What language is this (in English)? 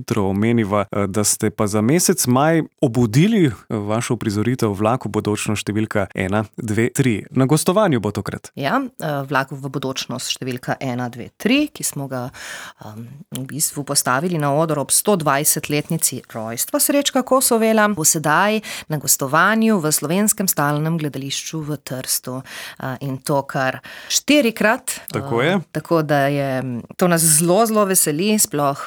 Slovenian